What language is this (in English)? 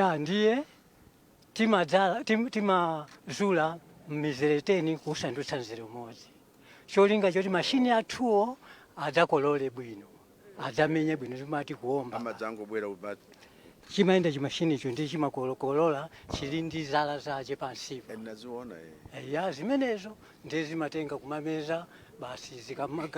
Nyanja